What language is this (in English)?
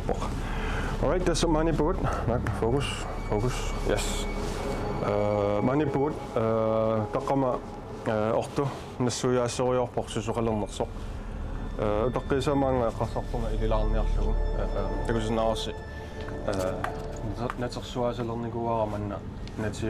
Kalaallisut